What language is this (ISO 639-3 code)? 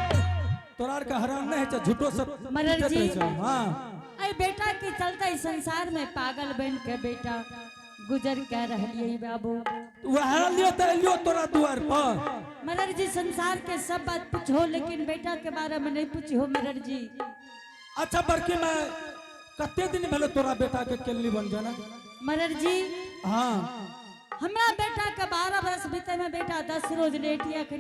anp